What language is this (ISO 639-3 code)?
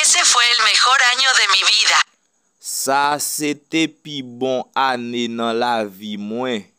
hat